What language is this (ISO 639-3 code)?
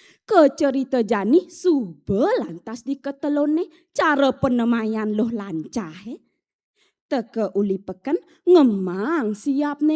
ban